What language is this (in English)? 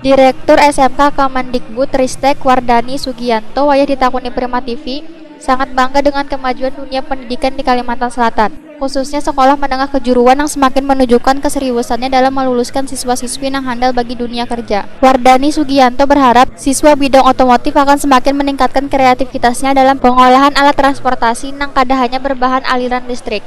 Banjar